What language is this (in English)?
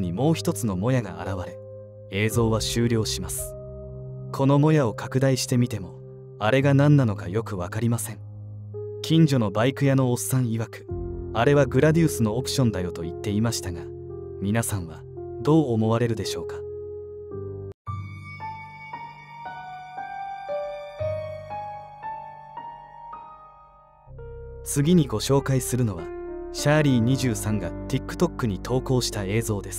Japanese